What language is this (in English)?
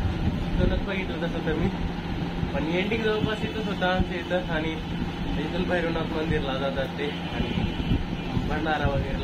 Marathi